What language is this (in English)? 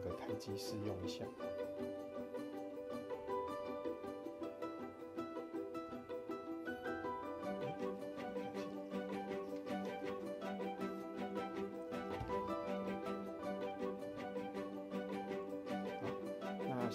Chinese